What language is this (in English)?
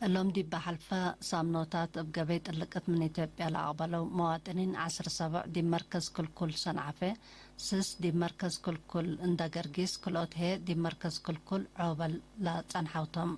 Tigre